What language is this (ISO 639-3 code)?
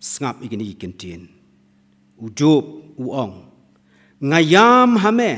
kha